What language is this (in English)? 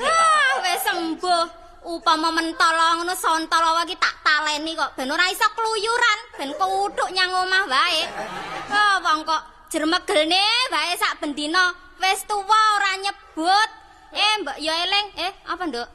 Javanese